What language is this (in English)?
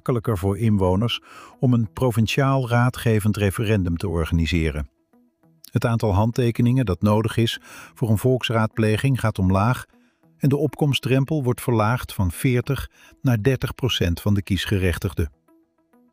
Dutch